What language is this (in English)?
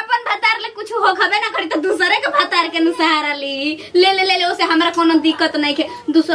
Bhojpuri